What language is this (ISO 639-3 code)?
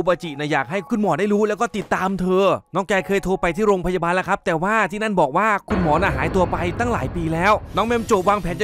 tha